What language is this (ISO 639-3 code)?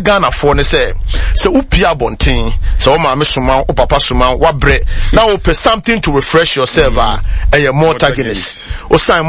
aka